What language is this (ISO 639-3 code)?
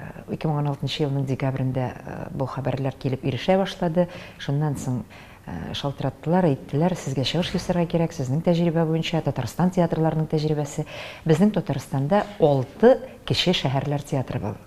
tat